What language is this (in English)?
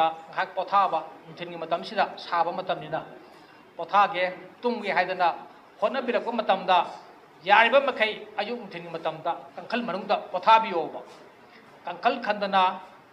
Manipuri